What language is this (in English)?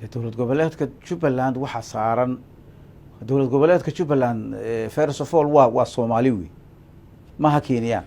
Somali